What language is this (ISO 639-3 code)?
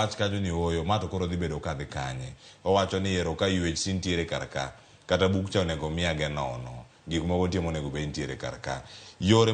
luo